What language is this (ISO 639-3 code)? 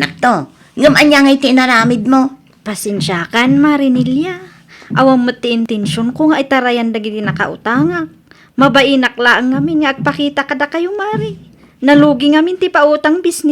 ilo